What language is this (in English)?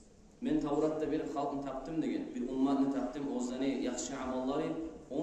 Kumyk